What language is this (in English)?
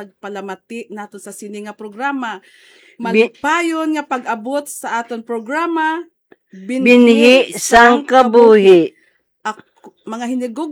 Hiligaynon